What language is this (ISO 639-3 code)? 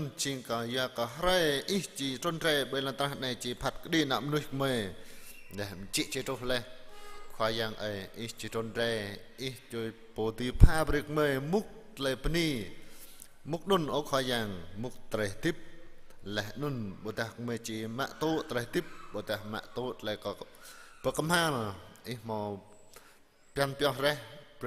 jra